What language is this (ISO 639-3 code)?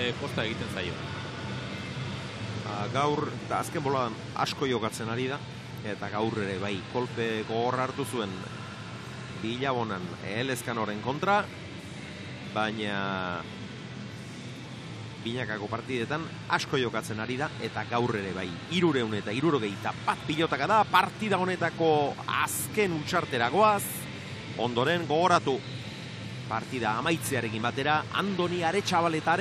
eus